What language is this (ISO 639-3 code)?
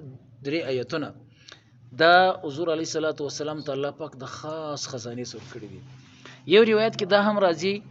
pus